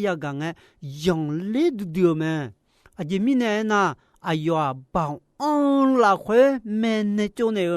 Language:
Akha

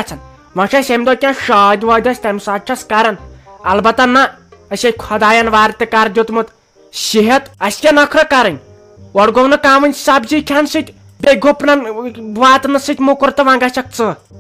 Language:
Kashmiri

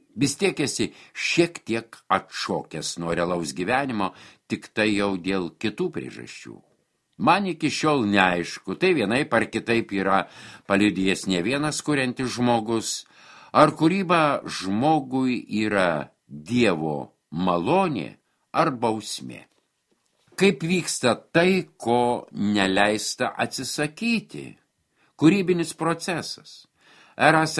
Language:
Lithuanian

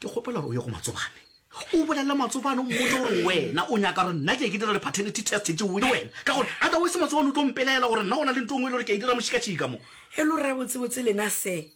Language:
Northern Sotho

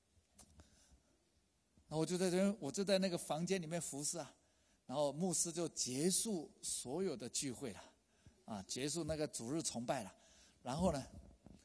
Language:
Chinese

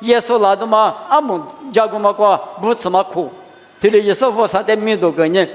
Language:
Lisu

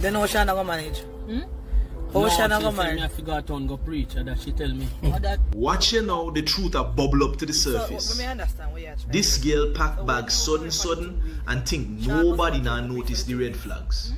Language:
Jamaican Creole English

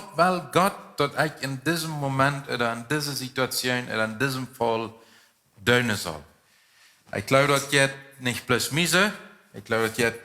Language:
Plautdietsch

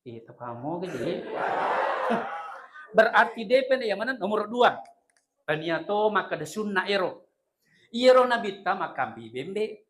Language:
Buginese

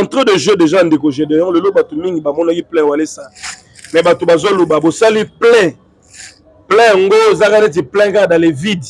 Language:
Lingala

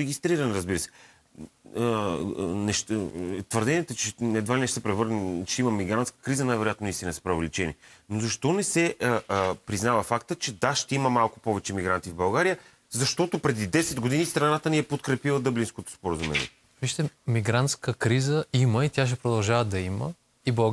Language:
Bulgarian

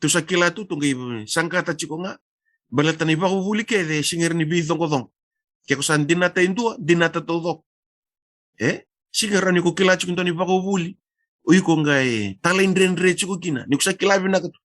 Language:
Fijian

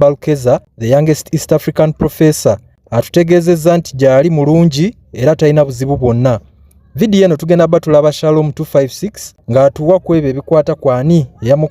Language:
Ganda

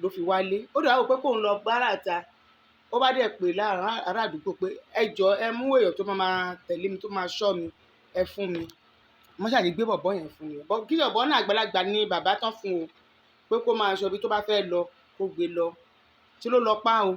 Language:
Yoruba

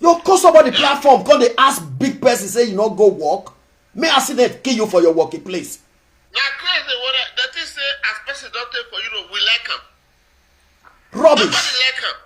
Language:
Nigerian Pidgin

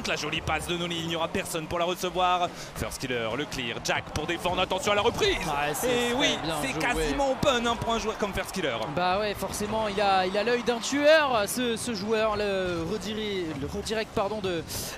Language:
French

